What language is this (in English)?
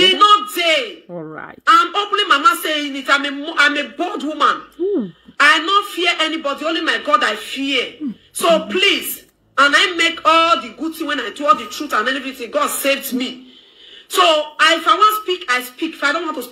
Nigerian Pidgin